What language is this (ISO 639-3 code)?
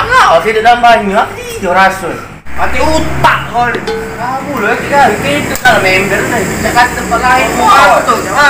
mui